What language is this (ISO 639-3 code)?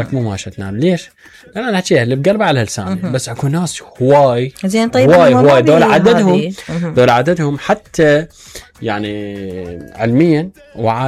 acm